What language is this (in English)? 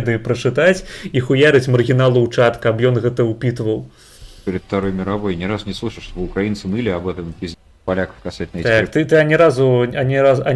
Belarusian